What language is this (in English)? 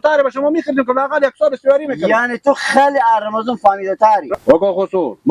Persian